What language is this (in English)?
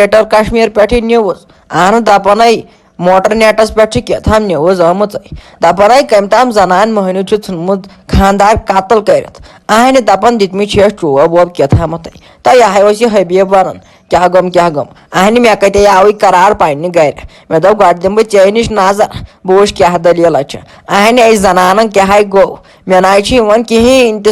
Kashmiri